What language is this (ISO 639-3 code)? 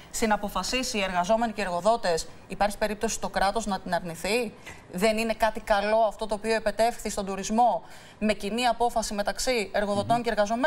ell